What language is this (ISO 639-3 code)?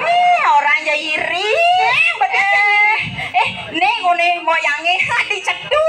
ban